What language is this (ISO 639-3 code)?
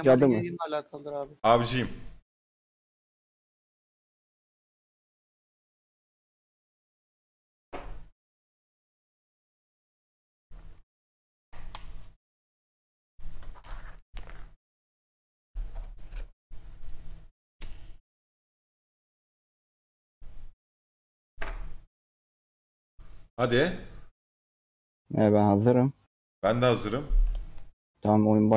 tur